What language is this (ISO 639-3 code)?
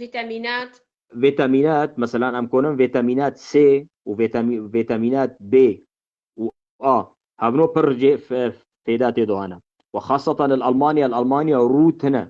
kur